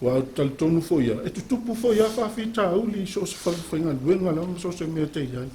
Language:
Samoan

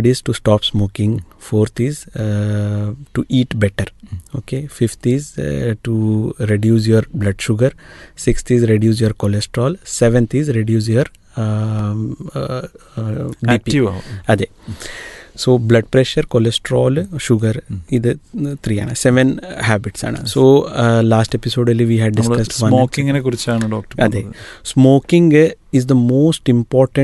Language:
Malayalam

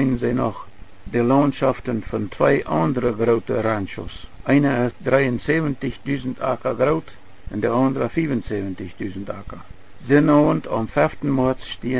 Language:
Plautdietsch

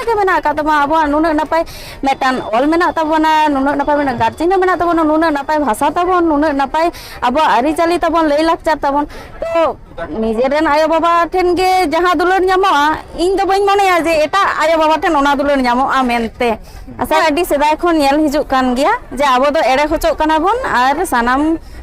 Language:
Santali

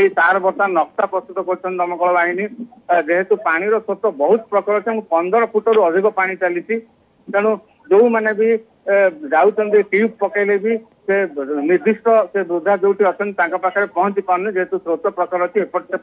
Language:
Odia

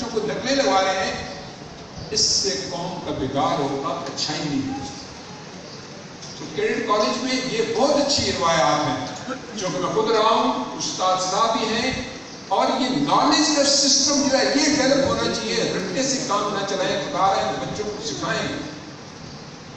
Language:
Urdu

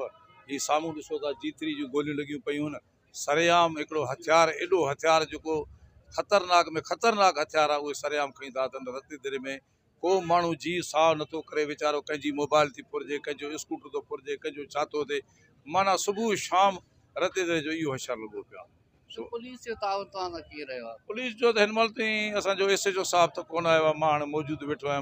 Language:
Sindhi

